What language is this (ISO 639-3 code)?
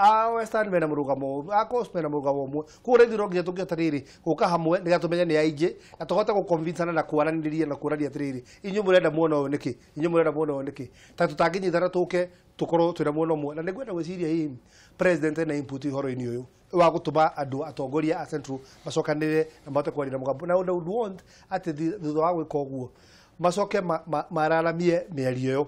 kik